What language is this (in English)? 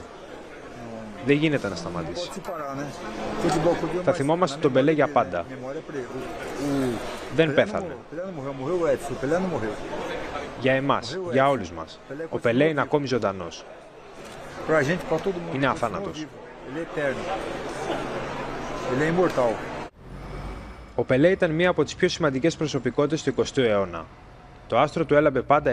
Greek